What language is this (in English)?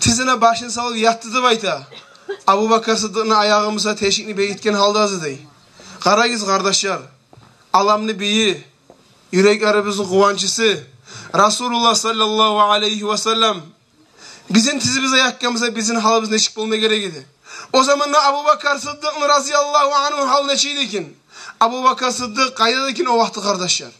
Kumyk